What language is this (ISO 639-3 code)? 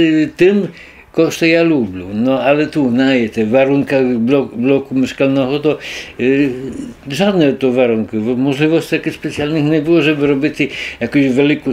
rue